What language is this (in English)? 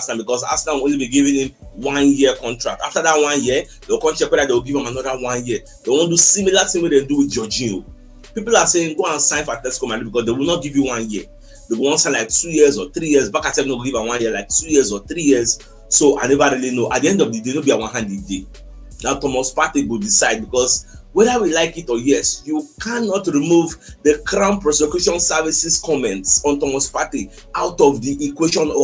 Nigerian Pidgin